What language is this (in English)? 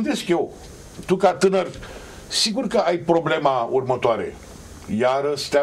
Romanian